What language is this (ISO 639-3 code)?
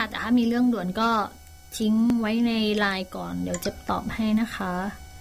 tha